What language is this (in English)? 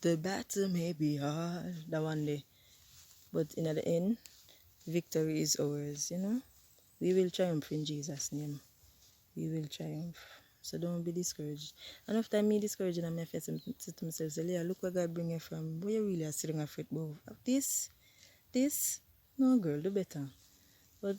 Jamaican Creole English